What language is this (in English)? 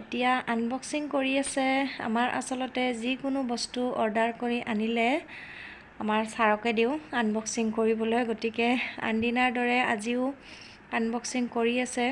Assamese